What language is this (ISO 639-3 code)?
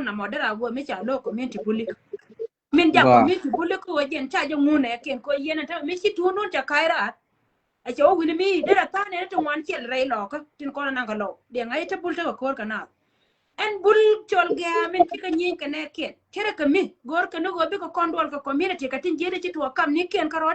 nus